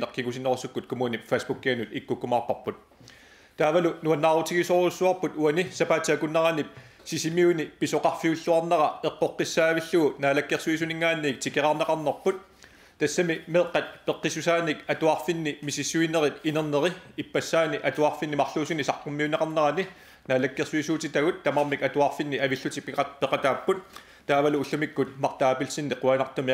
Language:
Kalaallisut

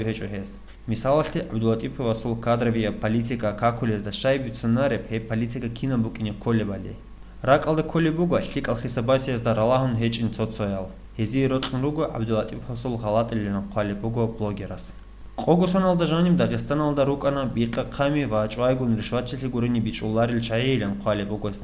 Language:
Avaric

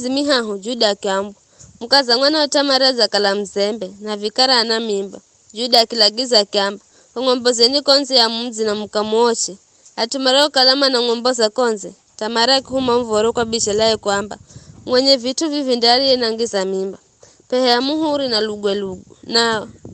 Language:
Giryama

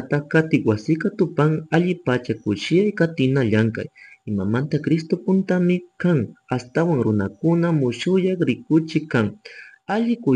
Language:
Chimborazo Highland Quichua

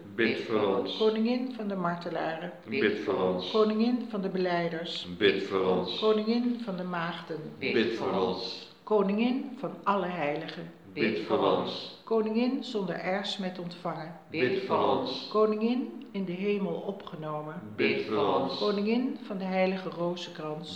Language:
Dutch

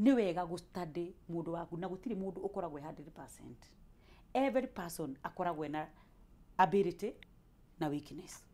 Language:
Kikuyu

